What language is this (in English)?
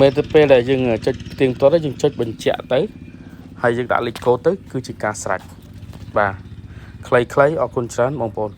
Khmer